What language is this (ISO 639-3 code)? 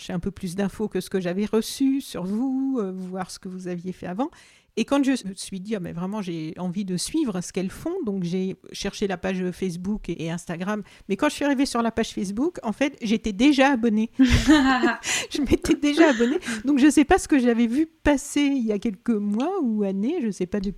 fra